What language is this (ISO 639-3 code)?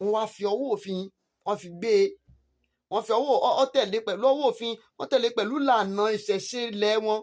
yor